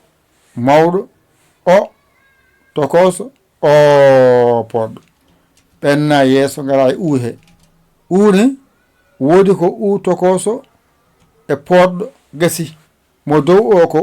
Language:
Fula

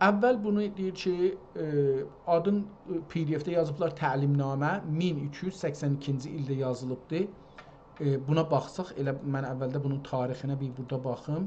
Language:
South Azerbaijani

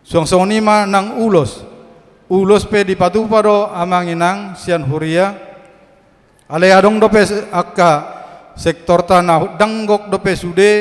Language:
Batak Toba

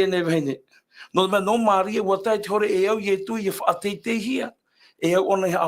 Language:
Tahitian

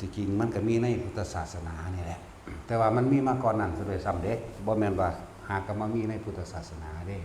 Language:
Northeastern Thai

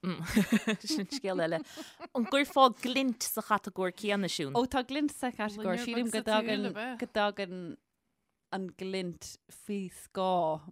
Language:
Irish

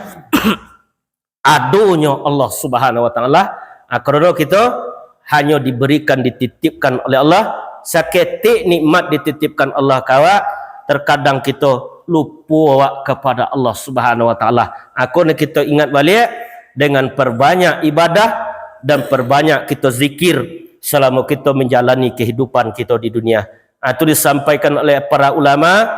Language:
Minangkabau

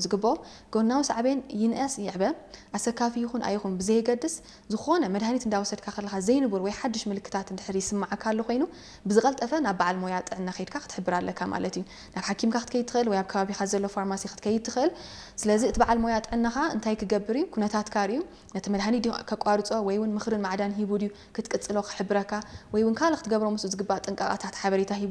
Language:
Tigrinya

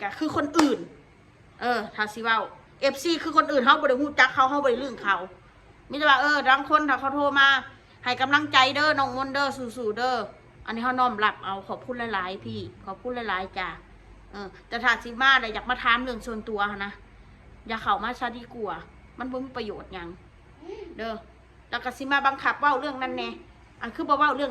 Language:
Northeastern Thai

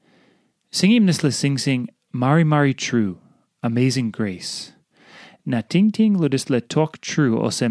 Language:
Tok Pisin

